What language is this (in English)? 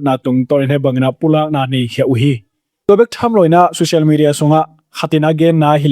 Tedim Chin